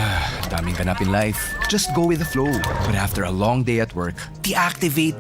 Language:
Bikol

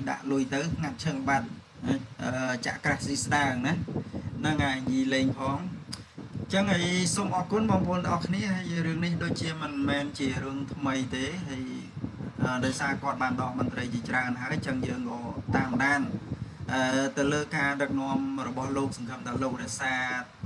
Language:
Khmer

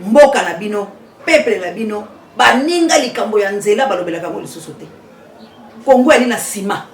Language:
Lingala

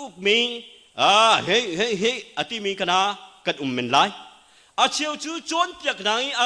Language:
Hakha Chin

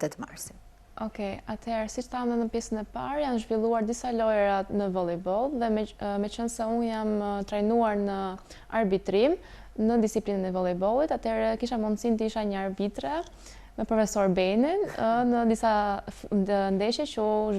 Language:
Albanian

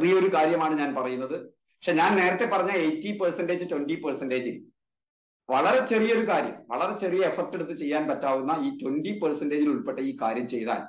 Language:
Malayalam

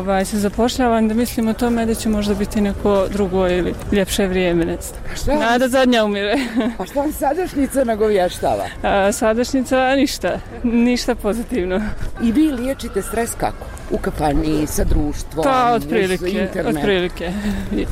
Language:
Bosnian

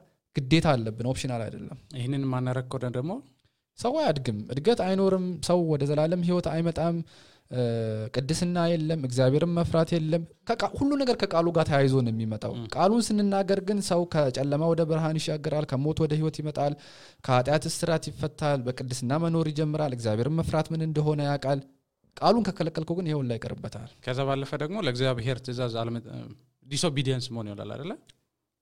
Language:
Amharic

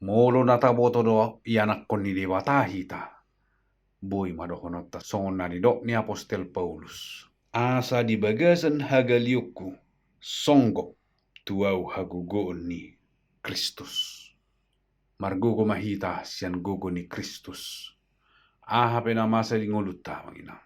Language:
Batak Toba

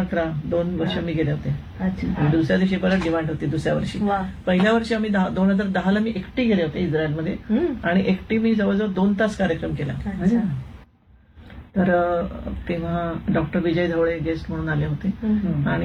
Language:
Marathi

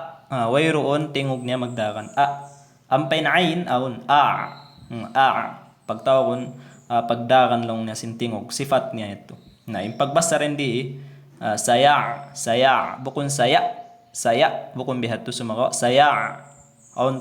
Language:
Tausug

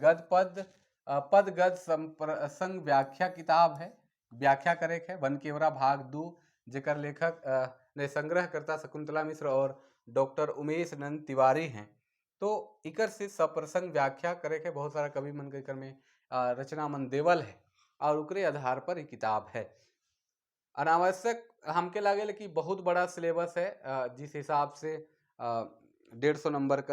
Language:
Sadri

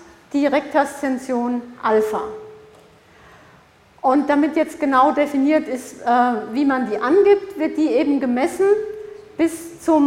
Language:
German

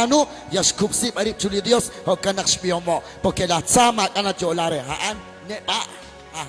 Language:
Kekchí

